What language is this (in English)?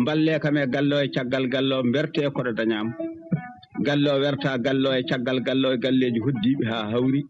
Fula